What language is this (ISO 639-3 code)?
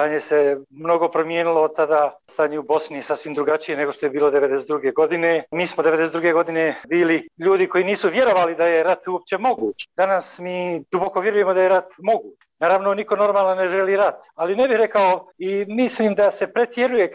bos